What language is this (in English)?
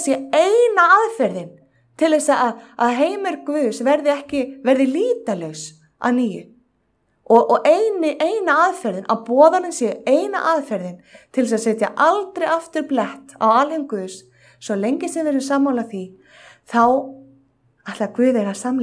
Icelandic